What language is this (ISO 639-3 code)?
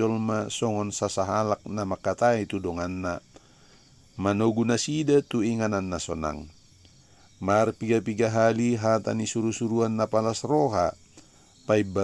bbc